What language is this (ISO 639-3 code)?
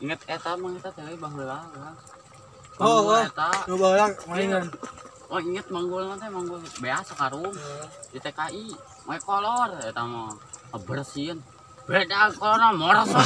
sun